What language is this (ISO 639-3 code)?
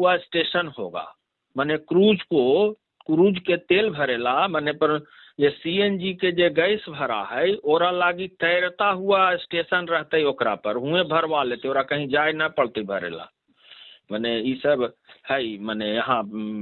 mag